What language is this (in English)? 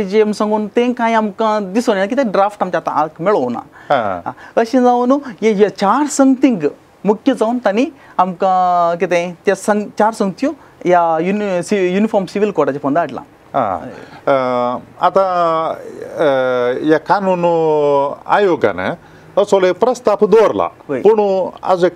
Konkani